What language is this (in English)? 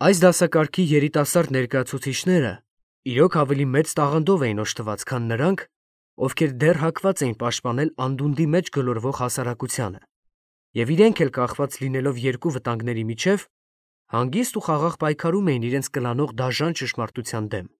Armenian